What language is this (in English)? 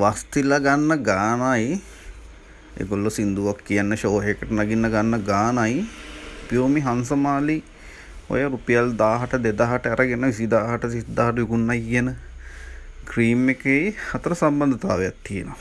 Sinhala